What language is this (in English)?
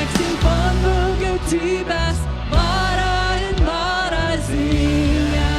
Plautdietsch